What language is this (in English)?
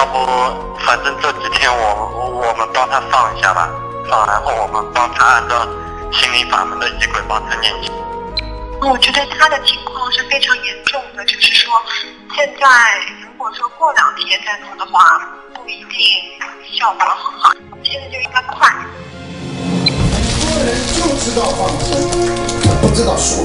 Chinese